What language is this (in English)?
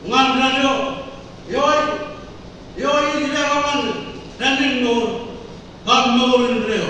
Marshallese